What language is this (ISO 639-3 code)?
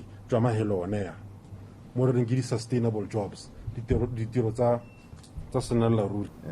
tsn